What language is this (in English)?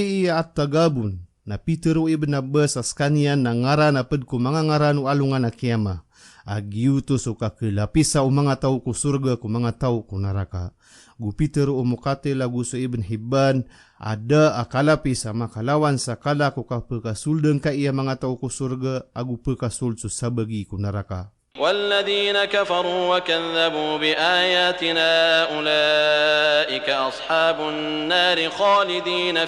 Maranao